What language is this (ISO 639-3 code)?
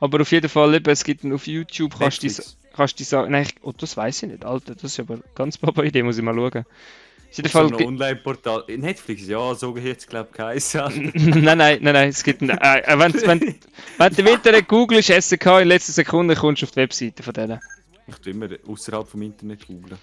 gsw